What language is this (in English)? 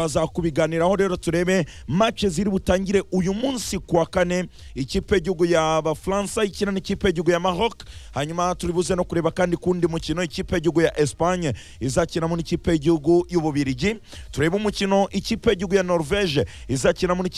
Kinyarwanda